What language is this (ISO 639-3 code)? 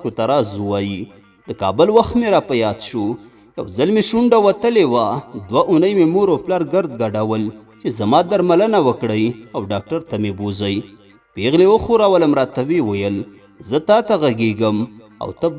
pus